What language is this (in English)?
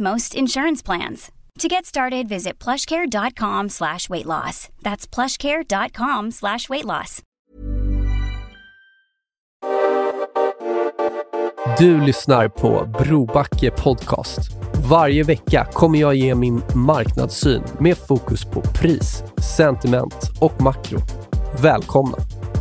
Swedish